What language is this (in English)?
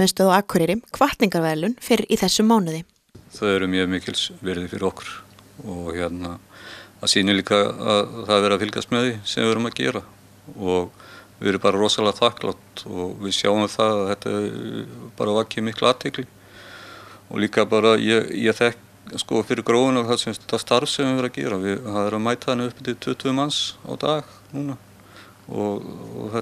Icelandic